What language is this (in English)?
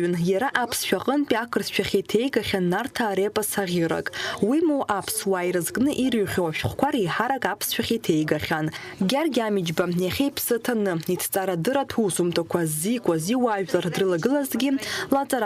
Abkhazian